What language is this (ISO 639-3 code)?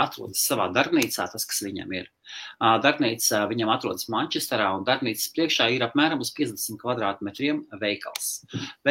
lav